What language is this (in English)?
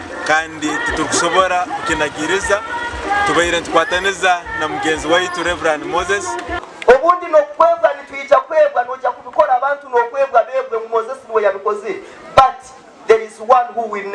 Nyankole